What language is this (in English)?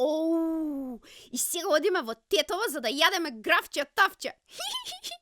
Macedonian